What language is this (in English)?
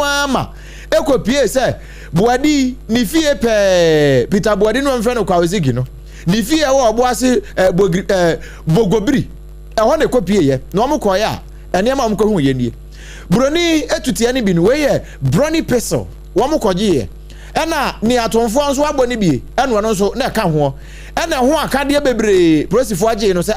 Akan